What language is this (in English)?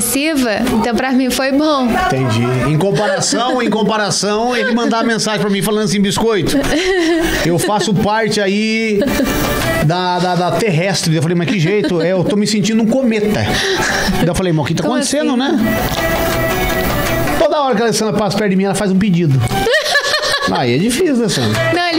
Portuguese